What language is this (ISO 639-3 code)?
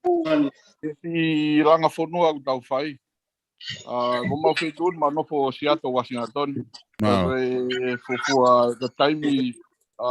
ton